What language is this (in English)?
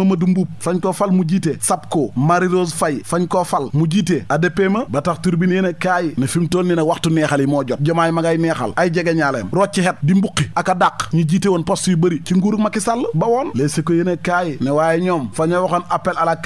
Wolof